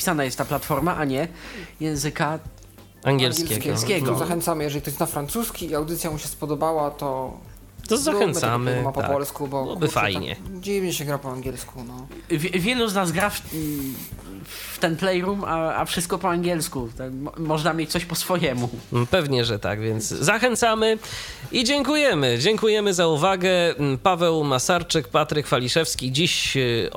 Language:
Polish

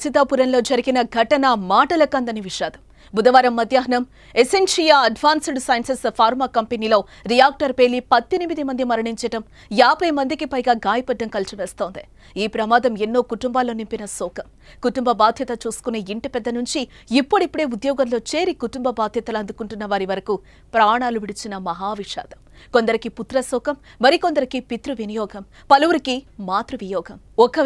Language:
Telugu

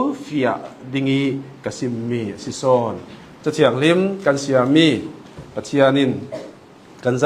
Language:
Hakha Chin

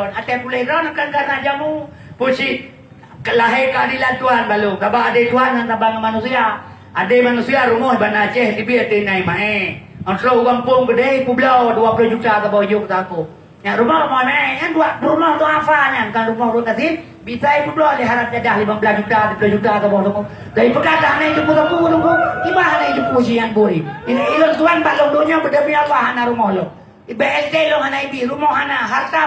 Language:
Achinese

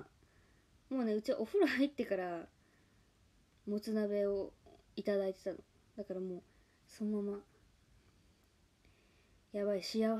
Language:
Japanese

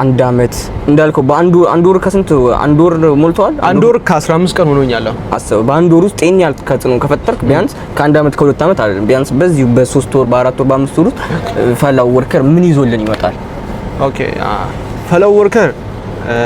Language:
Amharic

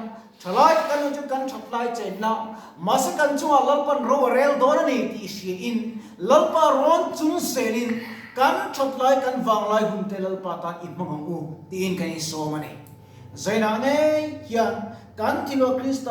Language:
Mizo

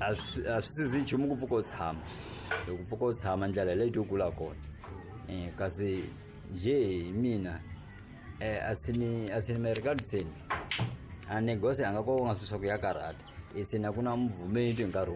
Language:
Tsonga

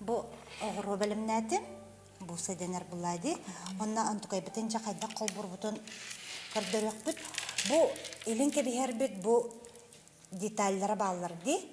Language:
Yakut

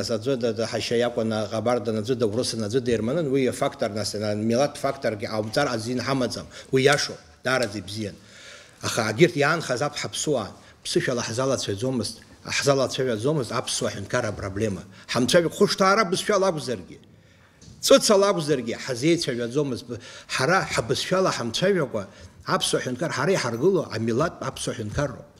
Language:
Abkhazian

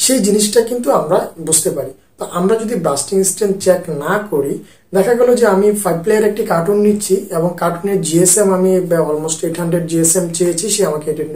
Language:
Bangla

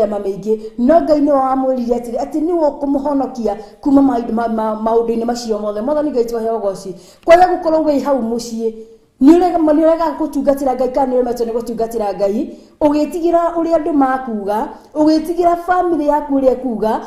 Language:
Kikuyu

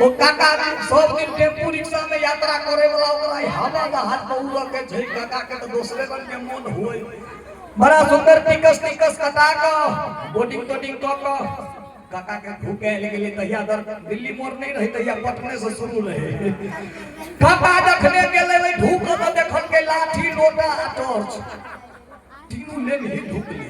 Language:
Maithili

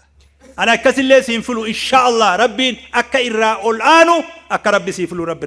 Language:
Oromo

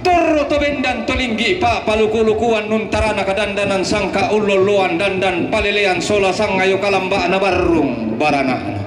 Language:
Toraja-Sa'dan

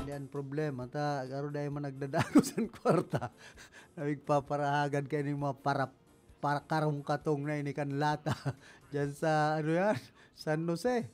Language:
Bikol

